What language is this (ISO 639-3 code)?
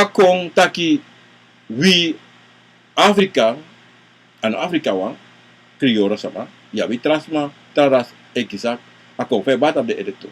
srn